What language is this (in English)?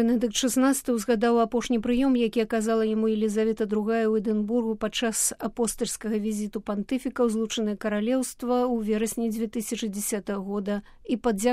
Belarusian